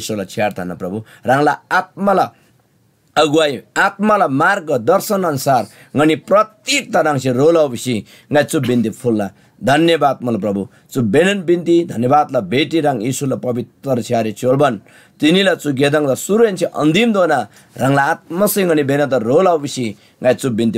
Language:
Eastern Tamang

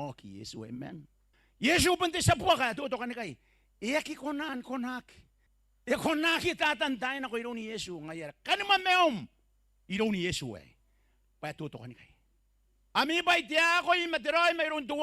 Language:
Gilbertese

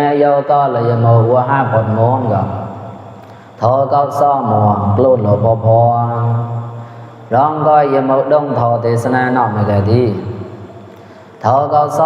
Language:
Mon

